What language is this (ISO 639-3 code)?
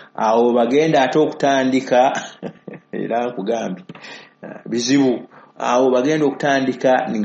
lug